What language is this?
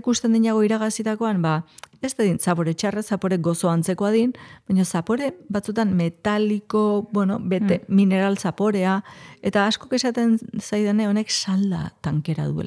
Basque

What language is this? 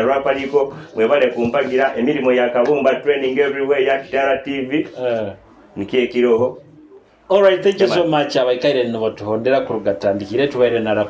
Nyoro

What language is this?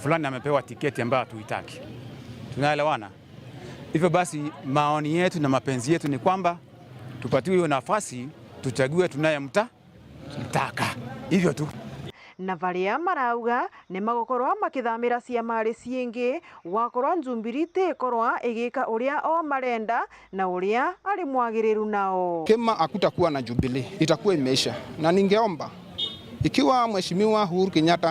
Meru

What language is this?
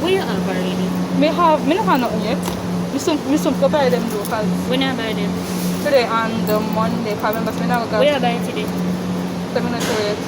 Jamaican Creole English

